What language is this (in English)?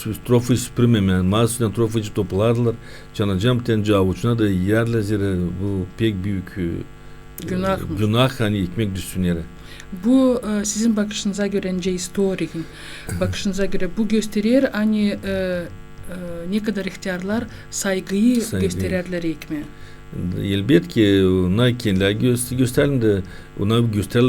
Gagauz